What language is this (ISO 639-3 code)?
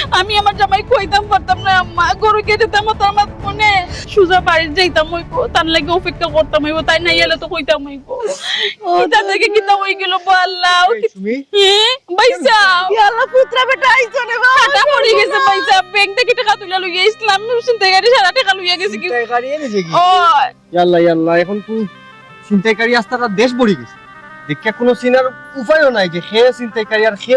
syl